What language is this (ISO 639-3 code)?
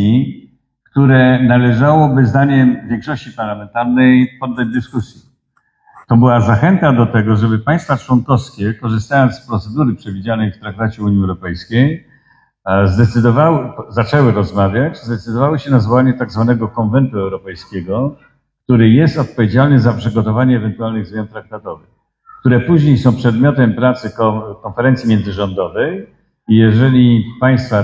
pol